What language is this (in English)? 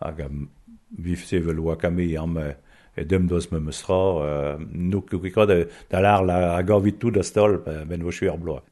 Breton